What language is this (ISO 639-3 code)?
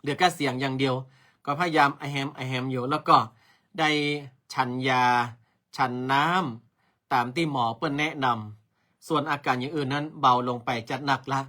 nod